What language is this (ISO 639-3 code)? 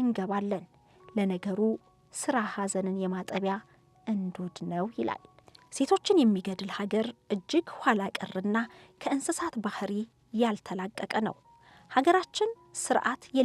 amh